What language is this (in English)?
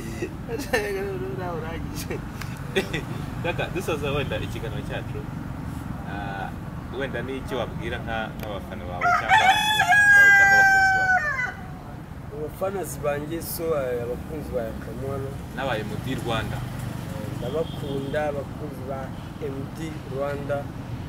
Kinyarwanda